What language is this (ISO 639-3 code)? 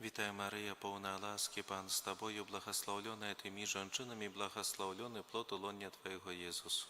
bel